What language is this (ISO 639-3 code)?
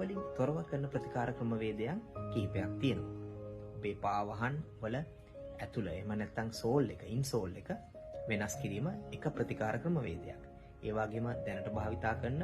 sin